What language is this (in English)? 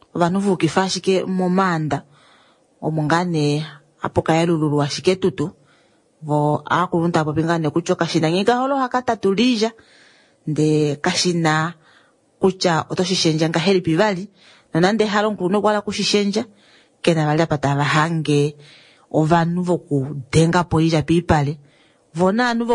Kuanyama